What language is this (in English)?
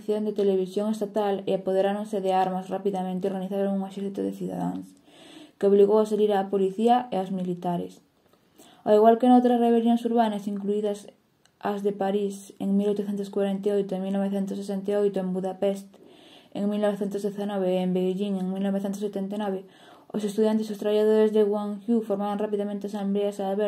Galician